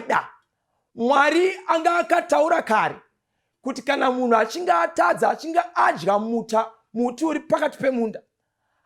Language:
Shona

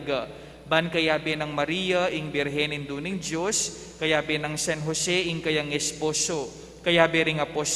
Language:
Pampanga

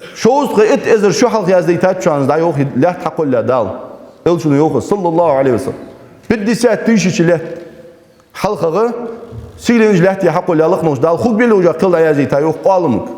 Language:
Ingush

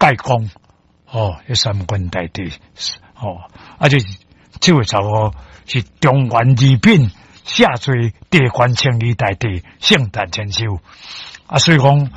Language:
Min Nan Chinese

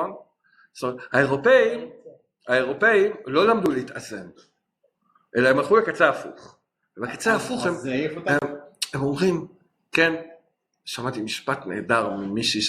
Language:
Hebrew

